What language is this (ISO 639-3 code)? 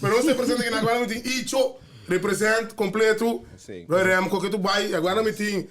pap